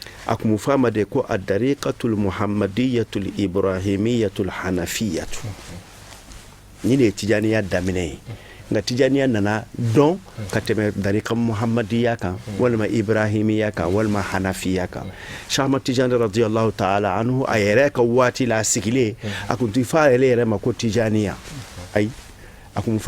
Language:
Bambara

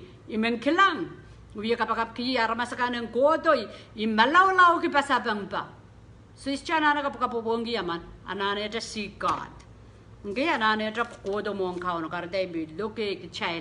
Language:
Pohnpeian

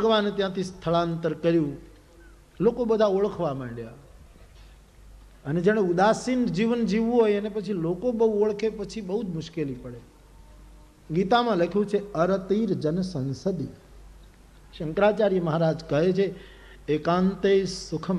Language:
Gujarati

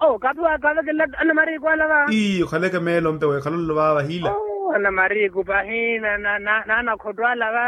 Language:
Makhuwa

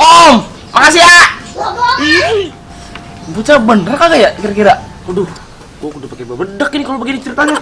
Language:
Betawi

